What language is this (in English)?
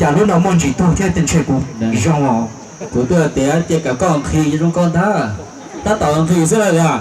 Hmong